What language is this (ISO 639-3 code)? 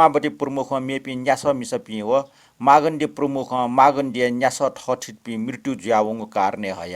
new